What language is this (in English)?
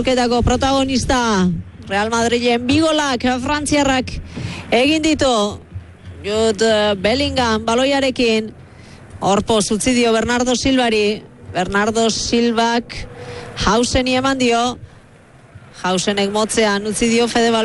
Basque